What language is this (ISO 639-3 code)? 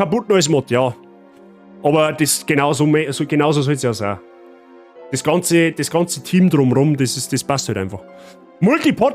bar